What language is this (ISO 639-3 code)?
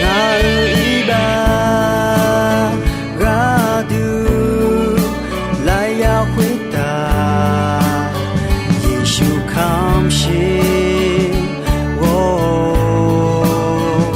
ahk